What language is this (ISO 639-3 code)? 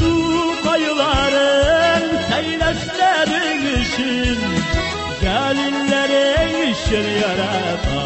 tat